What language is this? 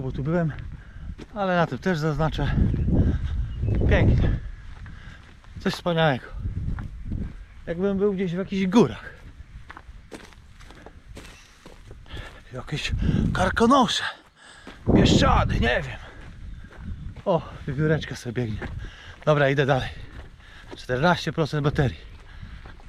Polish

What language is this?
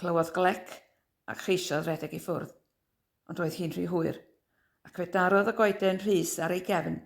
Welsh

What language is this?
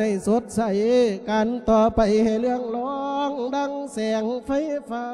Lao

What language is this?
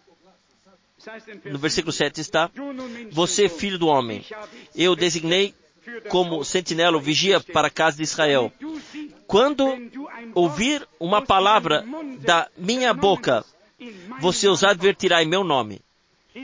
Portuguese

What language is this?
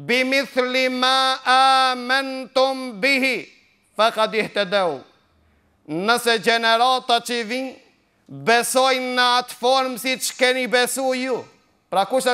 Albanian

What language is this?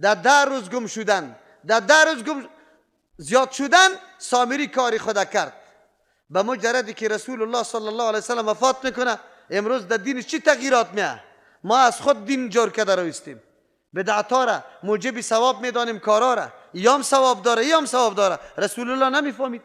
Persian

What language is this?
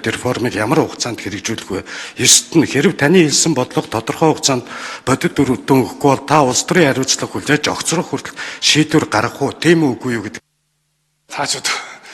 Mongolian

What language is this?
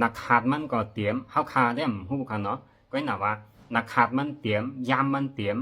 Shan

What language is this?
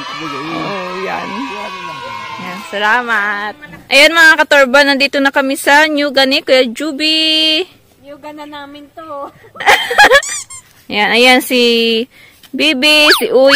Filipino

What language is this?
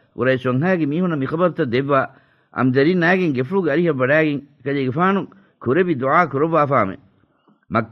Divehi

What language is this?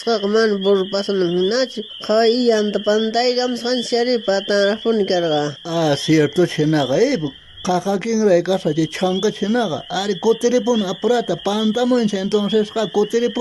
South Bolivian Quechua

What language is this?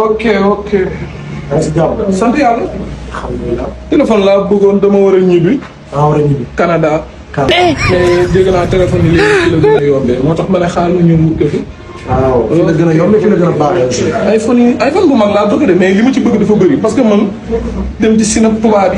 Wolof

